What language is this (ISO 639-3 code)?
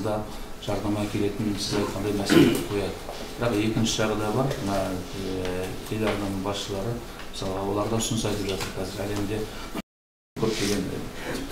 kaz